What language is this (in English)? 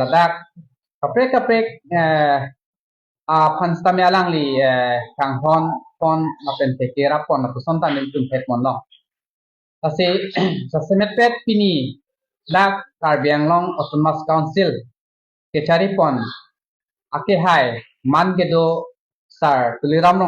Karbi